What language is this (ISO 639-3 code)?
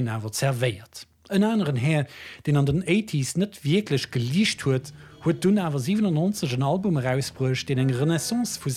ltz